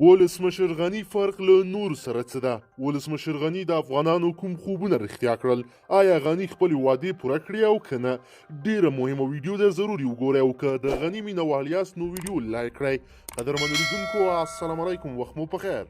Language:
Pashto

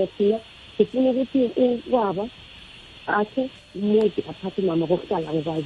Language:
South Ndebele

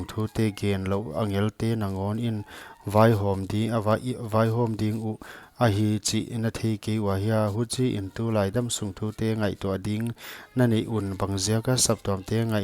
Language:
Paite Chin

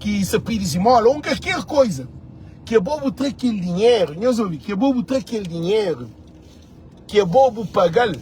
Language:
Kabuverdianu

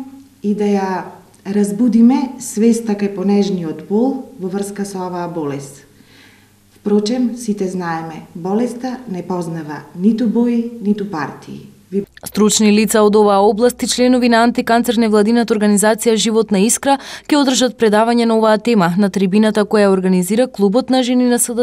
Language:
Macedonian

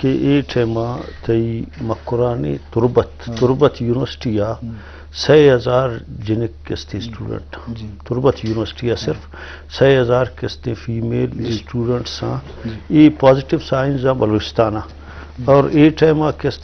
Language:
Eastern Balochi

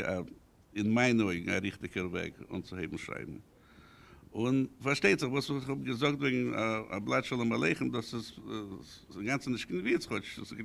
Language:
Yiddish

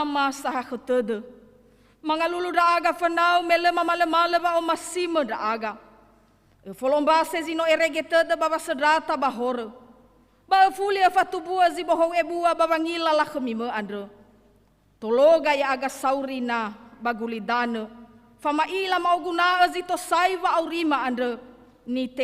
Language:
Nias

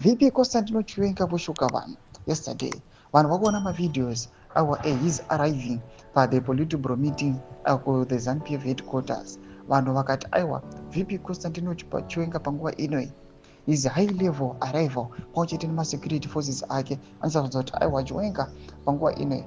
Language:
Shona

